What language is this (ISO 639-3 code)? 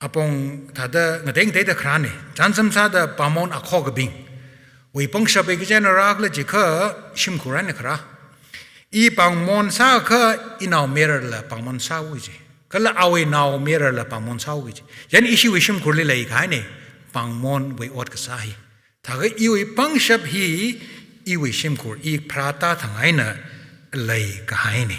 nmf